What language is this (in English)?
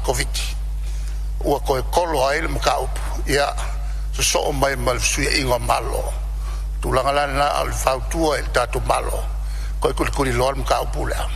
Samoan